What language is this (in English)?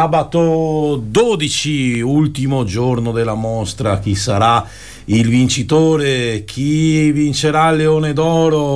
Italian